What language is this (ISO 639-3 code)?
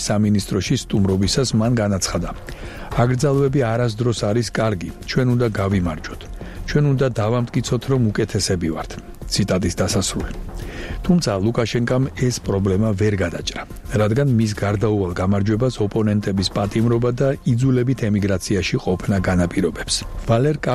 kat